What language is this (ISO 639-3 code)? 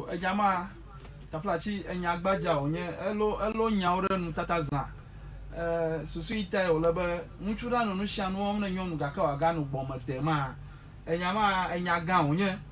ewe